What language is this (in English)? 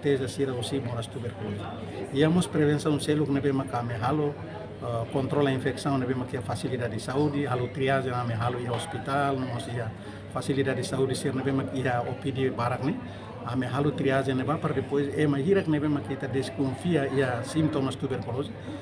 Tetum